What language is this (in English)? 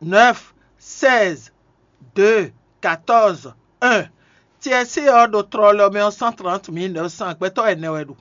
Fon